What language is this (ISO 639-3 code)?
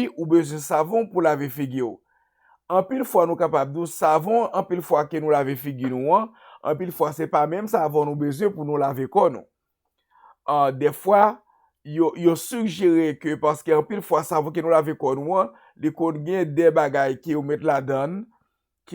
hat